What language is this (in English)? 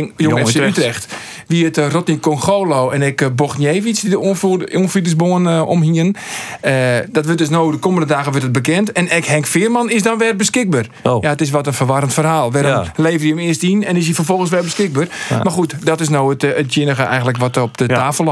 Western Frisian